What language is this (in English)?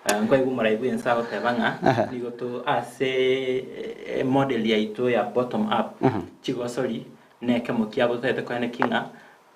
Gusii